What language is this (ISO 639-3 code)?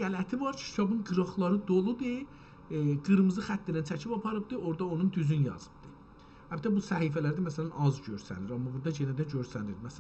azb